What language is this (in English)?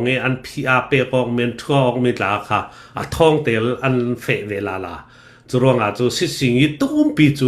Hakha Chin